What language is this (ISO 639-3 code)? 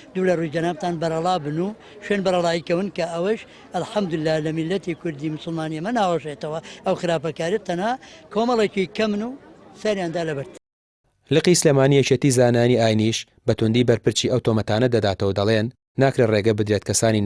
ckb